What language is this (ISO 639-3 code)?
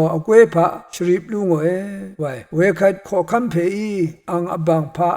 raw